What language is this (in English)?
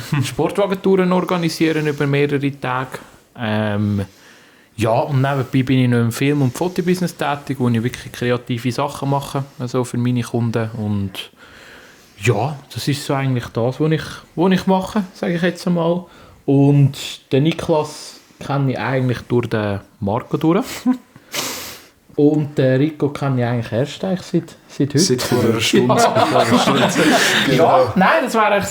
Swiss German